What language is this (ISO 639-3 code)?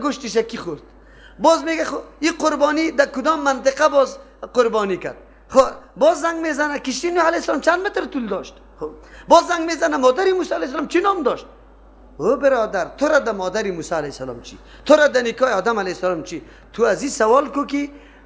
fas